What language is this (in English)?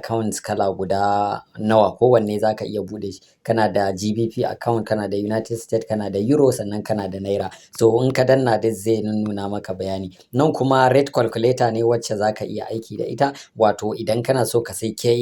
Hausa